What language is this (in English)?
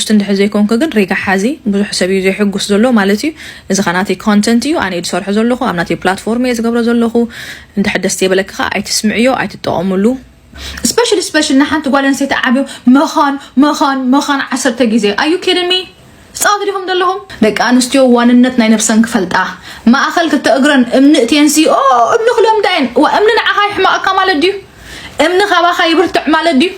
Tigrinya